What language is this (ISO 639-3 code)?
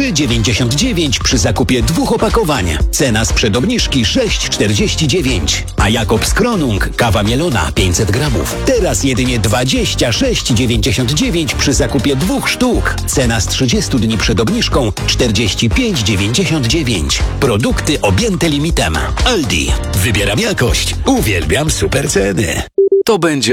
pol